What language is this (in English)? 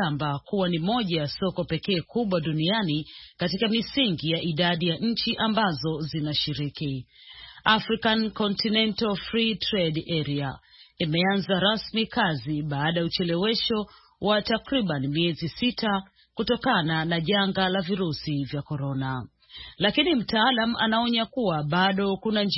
Swahili